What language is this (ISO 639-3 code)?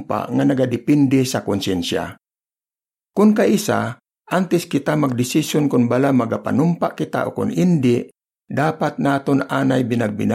hil